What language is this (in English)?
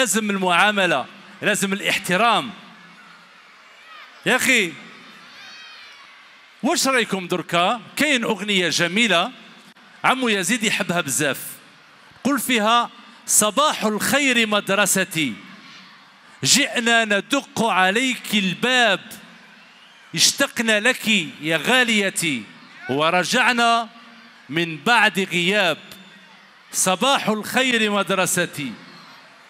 Algerian Arabic